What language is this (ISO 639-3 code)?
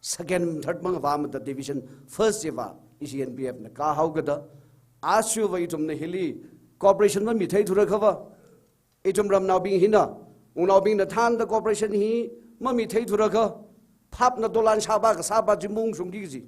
nmf